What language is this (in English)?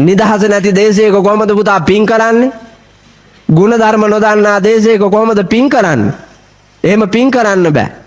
Sinhala